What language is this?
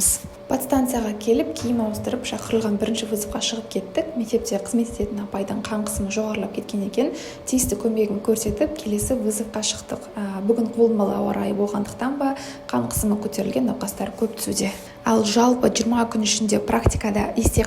Kazakh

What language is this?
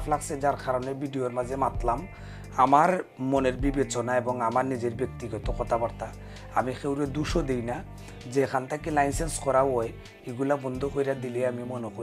Sylheti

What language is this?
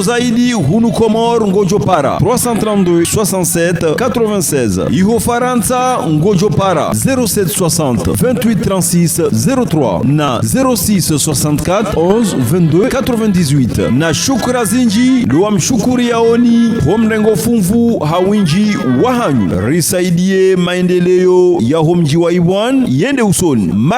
Ngazidja Comorian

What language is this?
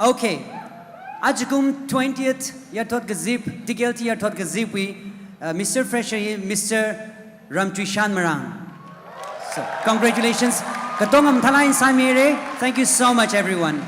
Tangkhul Naga (India)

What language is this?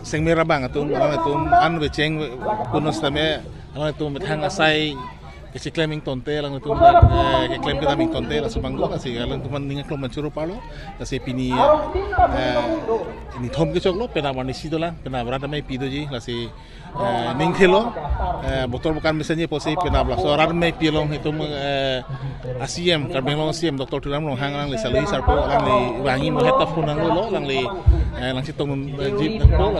Karbi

